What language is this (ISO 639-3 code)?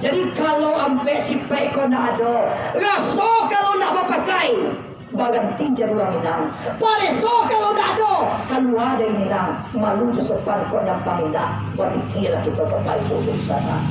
min